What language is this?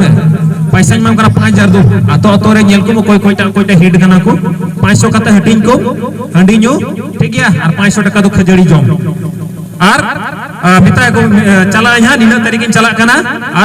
Santali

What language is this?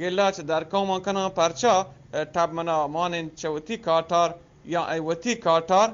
Eastern Balochi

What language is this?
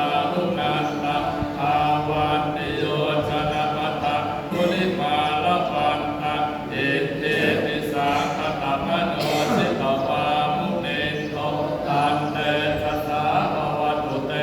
Pali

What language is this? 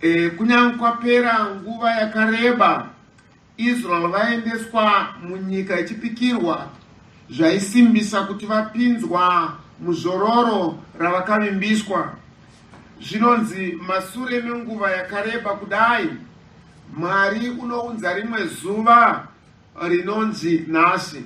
Shona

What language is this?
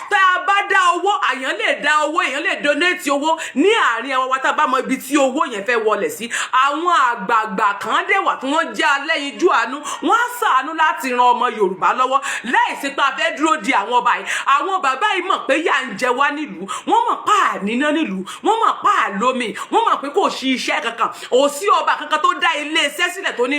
Yoruba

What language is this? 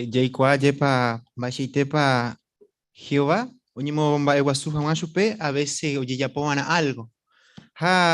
Guarani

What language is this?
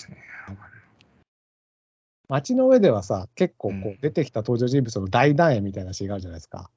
Japanese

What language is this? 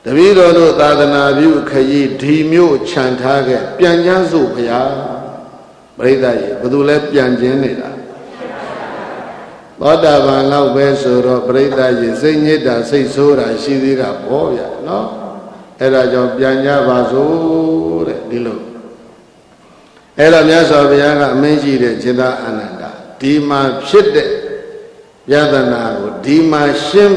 Burmese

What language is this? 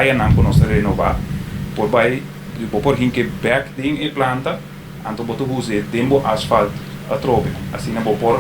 Papiamento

